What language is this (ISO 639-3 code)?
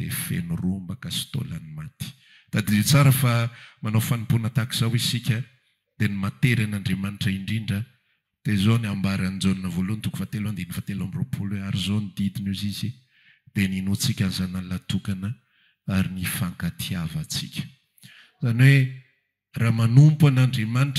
mlg